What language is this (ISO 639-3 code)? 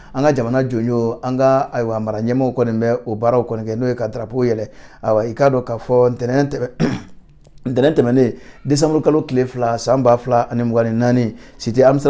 bam